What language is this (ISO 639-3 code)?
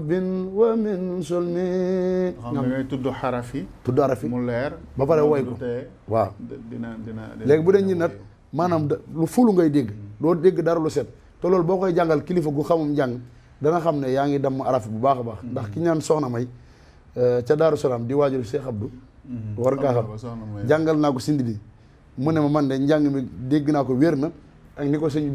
wol